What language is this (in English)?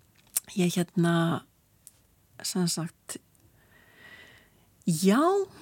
Icelandic